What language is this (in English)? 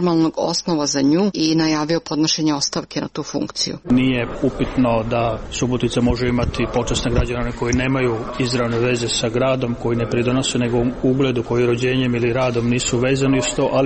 Croatian